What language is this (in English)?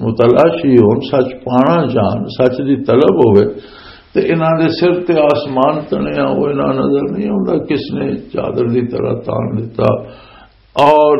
Western Panjabi